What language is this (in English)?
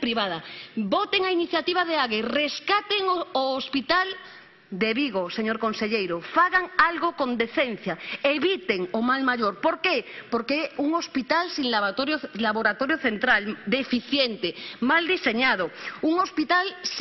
Galician